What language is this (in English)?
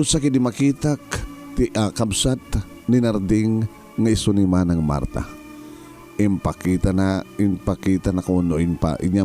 Iloko